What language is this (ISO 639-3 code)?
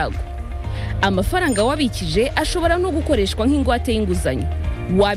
kin